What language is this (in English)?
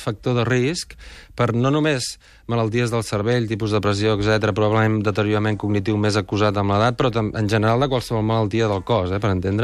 Catalan